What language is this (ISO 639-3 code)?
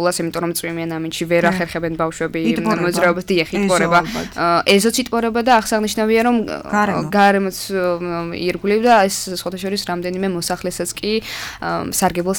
kat